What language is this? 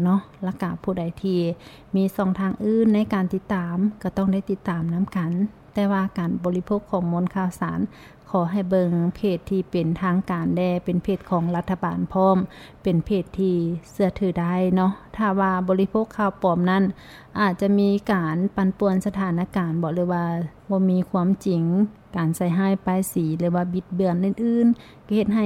Lao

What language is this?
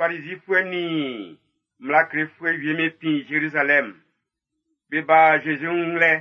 Baoulé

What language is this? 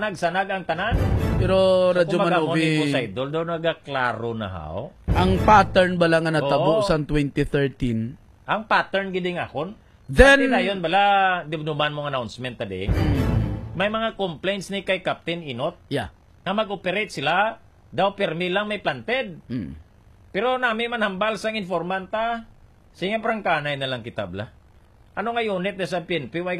Hiligaynon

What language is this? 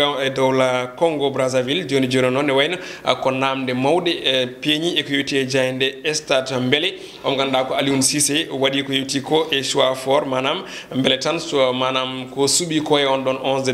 Fula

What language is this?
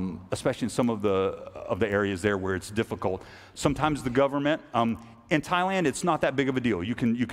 English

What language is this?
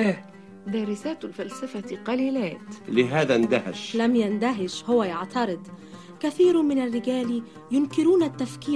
Arabic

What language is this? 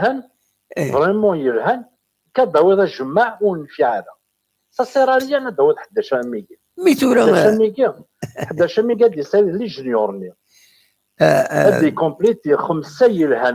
Kabyle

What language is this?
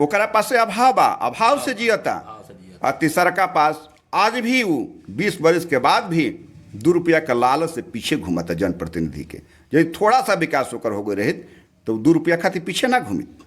Bhojpuri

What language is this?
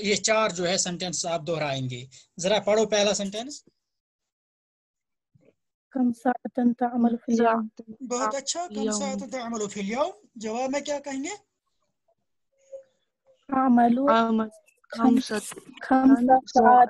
Urdu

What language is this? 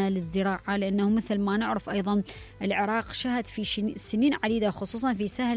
Mesopotamian Arabic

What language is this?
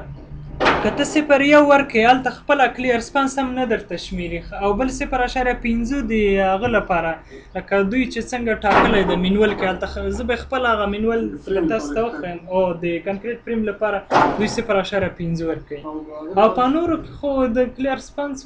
Pashto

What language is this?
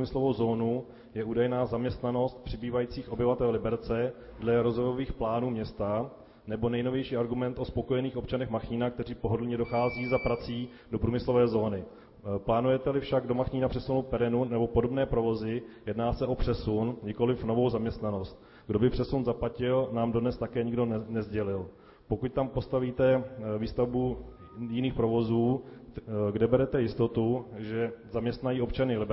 Czech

